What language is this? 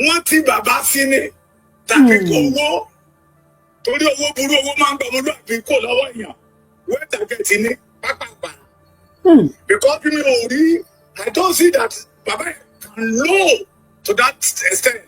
Yoruba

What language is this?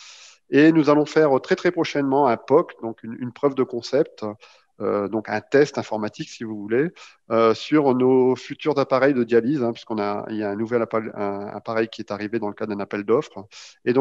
French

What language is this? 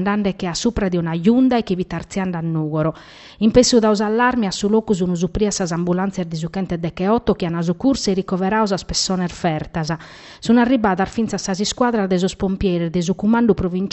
Sardinian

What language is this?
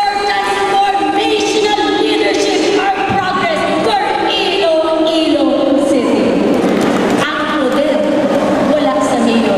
Hiligaynon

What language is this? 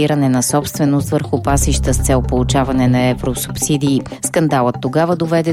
Bulgarian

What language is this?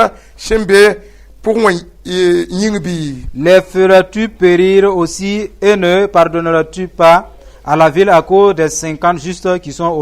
Mossi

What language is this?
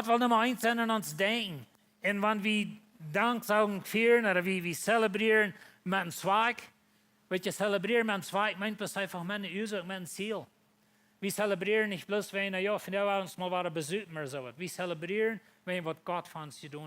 Plautdietsch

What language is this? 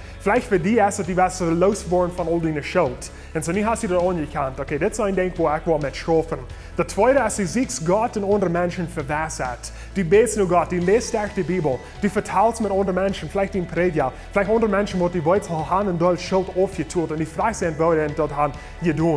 Plautdietsch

